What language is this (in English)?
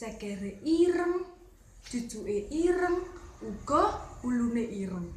Javanese